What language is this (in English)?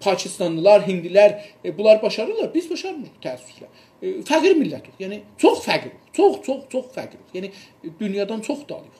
South Azerbaijani